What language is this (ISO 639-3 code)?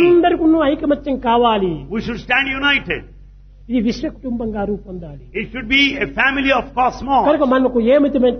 tel